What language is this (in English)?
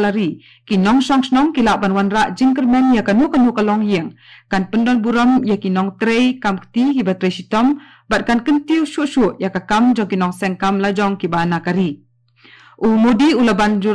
Khasi